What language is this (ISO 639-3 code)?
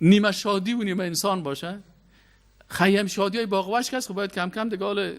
fas